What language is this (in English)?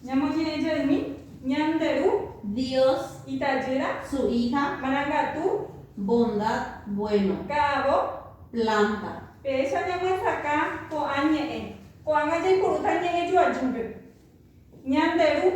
Guarani